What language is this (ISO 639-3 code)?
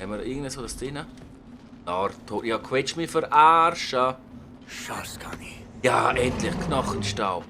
gsw